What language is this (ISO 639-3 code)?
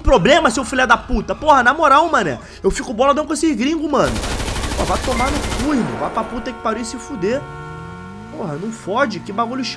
por